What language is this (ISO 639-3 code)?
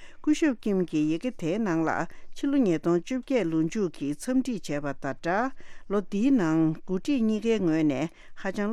bod